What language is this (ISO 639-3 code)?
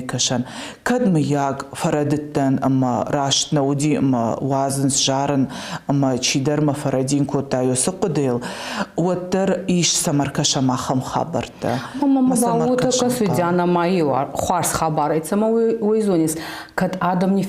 oss